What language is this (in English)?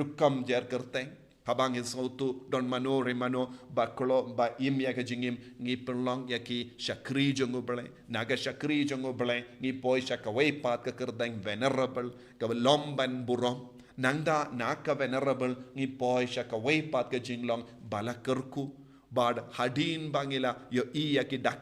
Khasi